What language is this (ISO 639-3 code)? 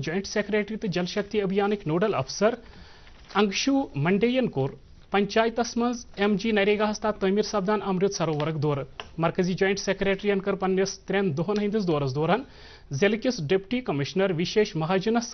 kas